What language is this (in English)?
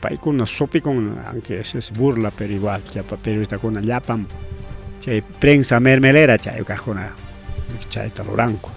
Ayacucho Quechua